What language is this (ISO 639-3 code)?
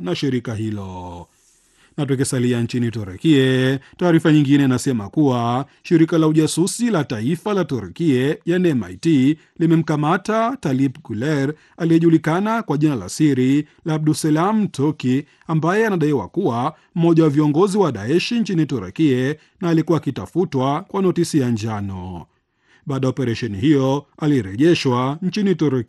swa